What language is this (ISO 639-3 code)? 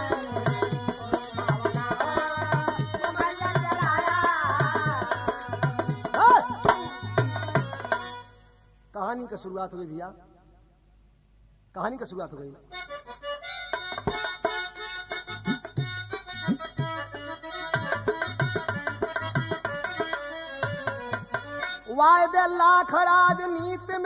bho